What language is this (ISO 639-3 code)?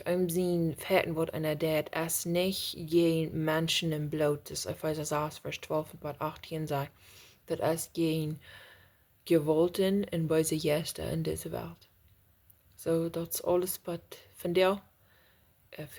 pdt